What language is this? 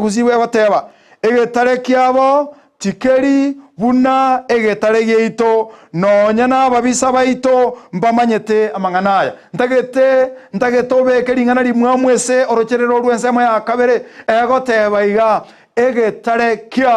Gusii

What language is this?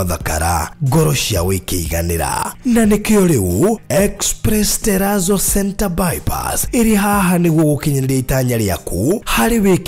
Kikuyu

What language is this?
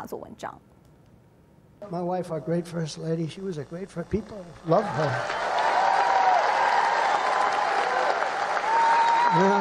Chinese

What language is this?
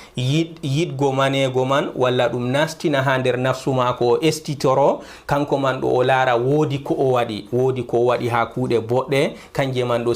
Fula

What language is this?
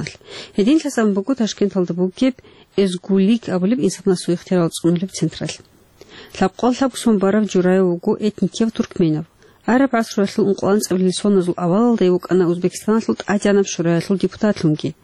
Avaric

